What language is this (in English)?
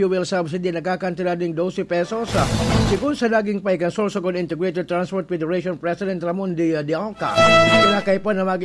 Bikol